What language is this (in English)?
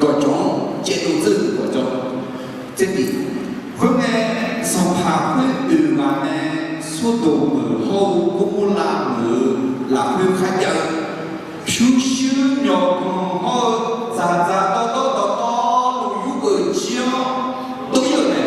Akha